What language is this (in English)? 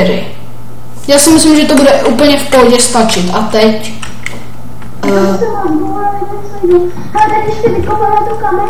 Czech